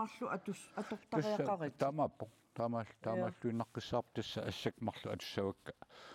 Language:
Kalaallisut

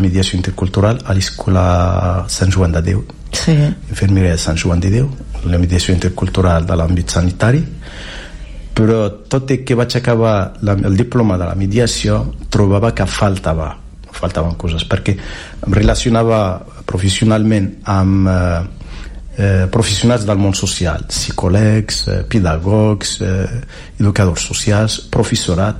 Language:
Catalan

